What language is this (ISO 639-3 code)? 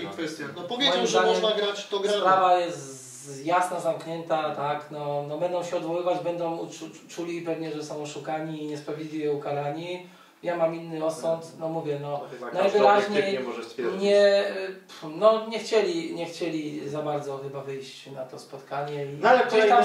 pol